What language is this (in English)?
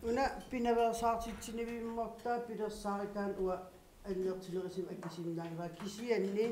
Kalaallisut